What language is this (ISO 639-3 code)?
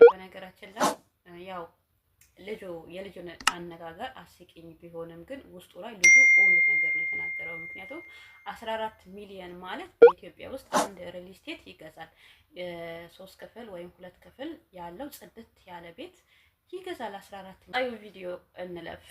amh